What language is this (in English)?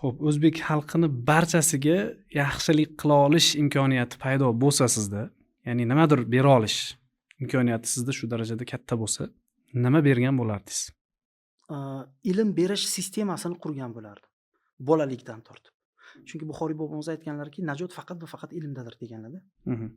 Uzbek